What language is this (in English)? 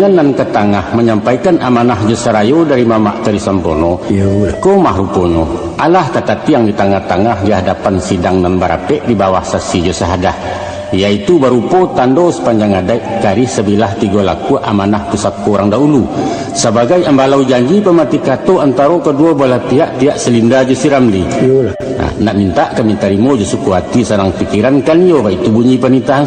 Minangkabau